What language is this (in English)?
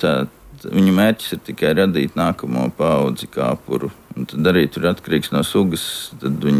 Latvian